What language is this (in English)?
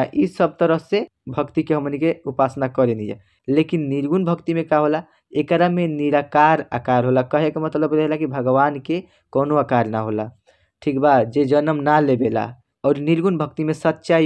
Bhojpuri